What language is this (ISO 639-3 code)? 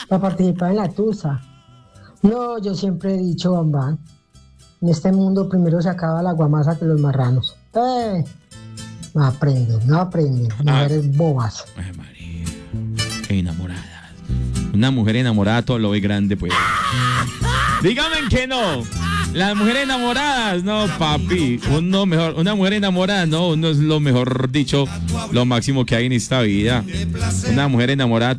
spa